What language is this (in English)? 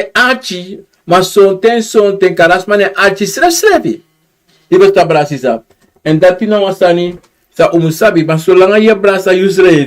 Sranan Tongo